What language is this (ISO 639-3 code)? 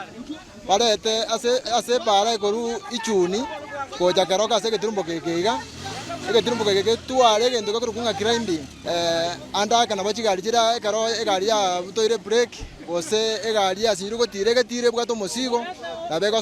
guz